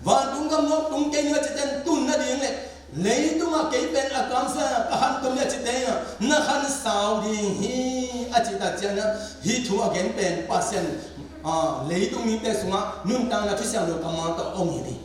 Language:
Tedim Chin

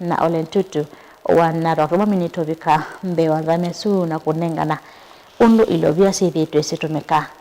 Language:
Kamba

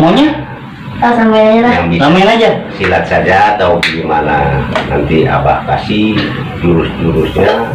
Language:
Betawi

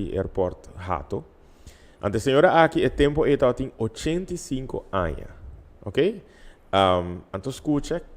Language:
Papiamento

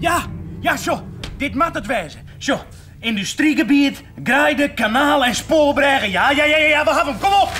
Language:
Western Frisian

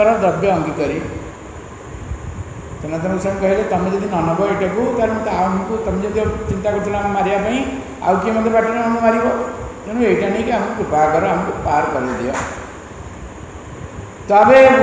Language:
Odia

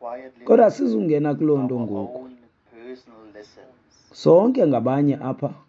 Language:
Xhosa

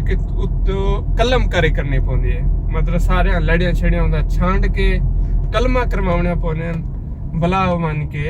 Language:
Saraiki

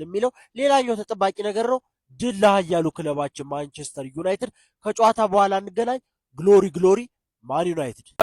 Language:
Amharic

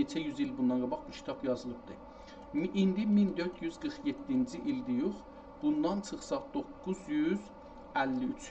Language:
South Azerbaijani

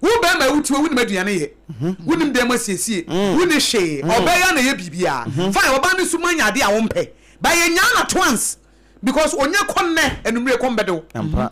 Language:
Akan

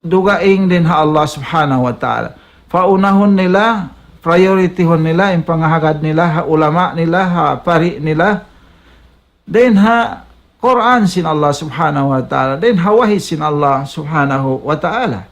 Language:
Tausug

